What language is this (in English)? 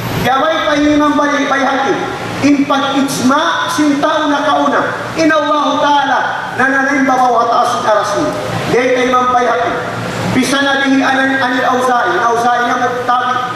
Tausug